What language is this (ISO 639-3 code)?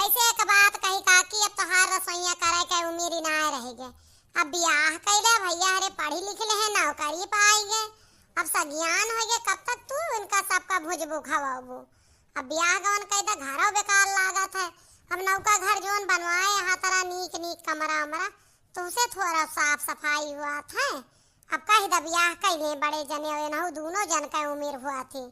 awa